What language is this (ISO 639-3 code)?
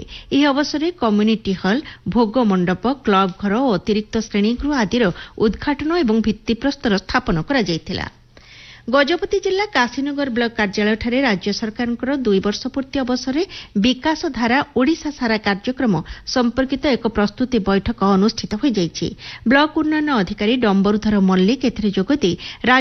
ori